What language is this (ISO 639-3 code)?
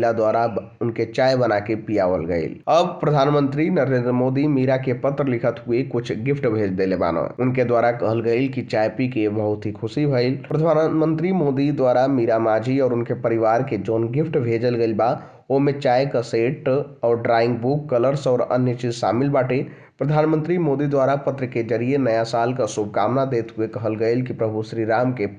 bho